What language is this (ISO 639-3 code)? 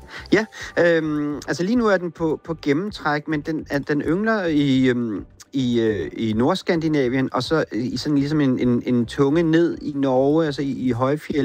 dan